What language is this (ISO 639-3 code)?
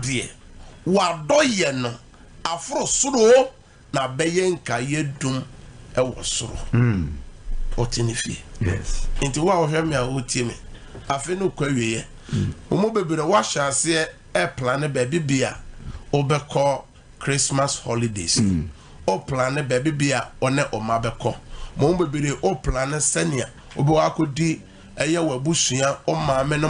aka